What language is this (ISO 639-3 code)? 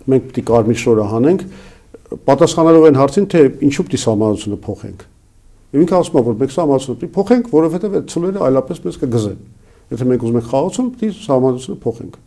hye